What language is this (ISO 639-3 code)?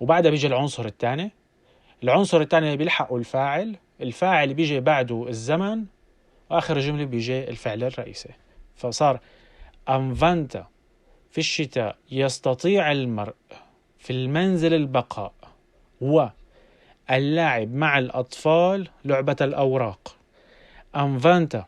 apc